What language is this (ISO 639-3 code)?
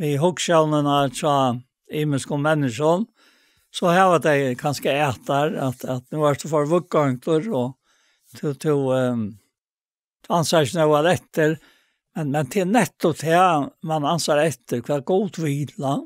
fao